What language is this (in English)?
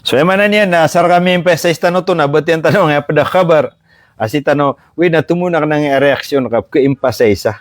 Maranao